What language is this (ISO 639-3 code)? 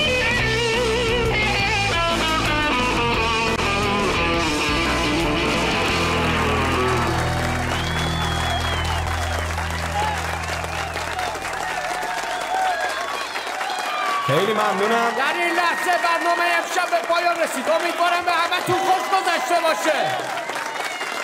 fas